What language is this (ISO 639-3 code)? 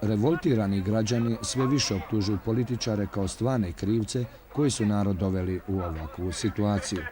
bos